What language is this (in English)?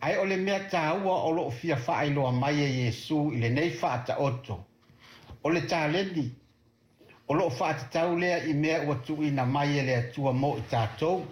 Samoan